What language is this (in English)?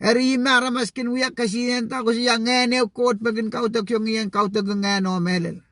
Pohnpeian